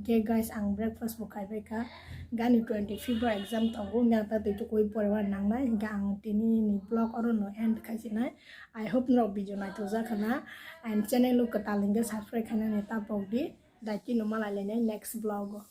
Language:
Kok Borok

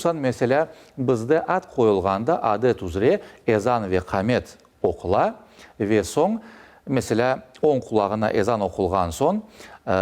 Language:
Crimean Tatar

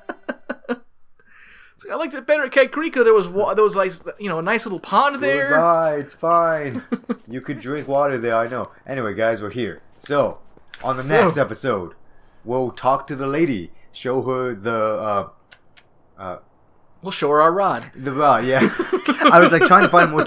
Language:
English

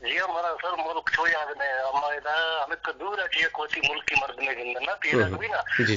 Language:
Eastern Balochi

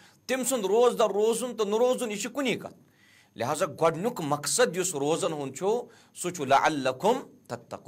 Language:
Kashmiri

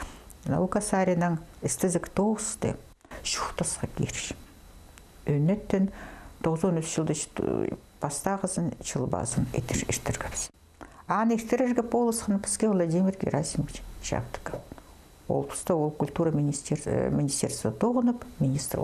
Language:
Khakas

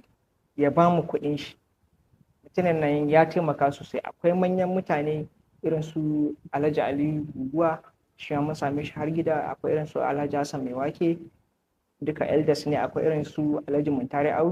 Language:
Hausa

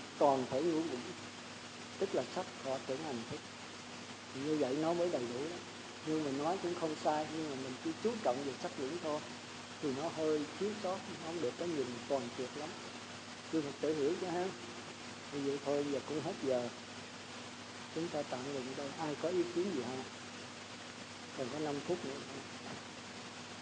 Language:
Vietnamese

